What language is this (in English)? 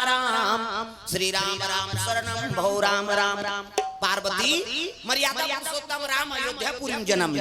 Chhattisgarhi